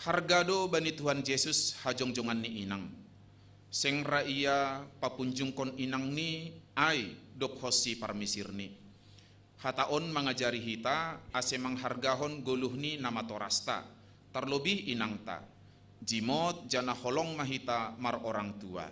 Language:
Batak Simalungun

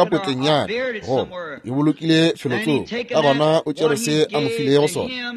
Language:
Northern Sotho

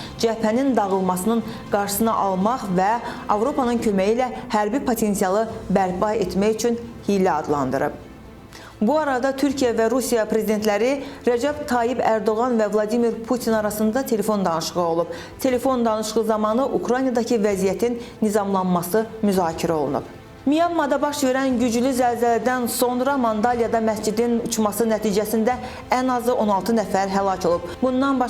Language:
Azerbaijani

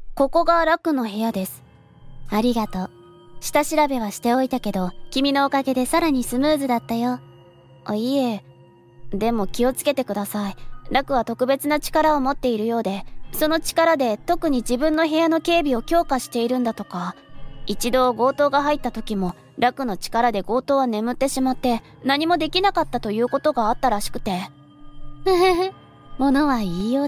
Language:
Japanese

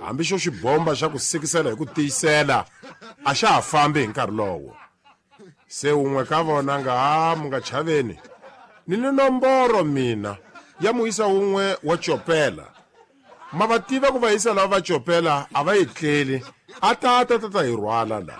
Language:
Tsonga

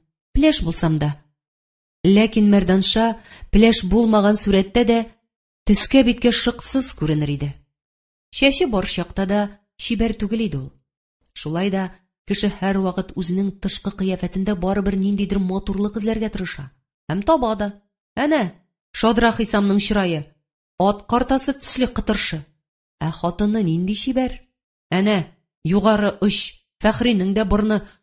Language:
Tatar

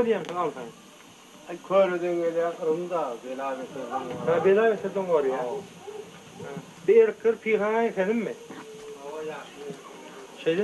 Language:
Turkmen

